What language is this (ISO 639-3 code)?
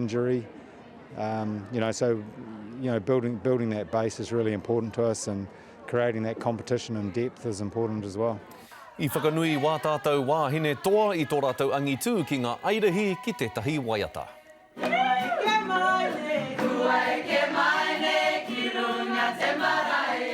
mri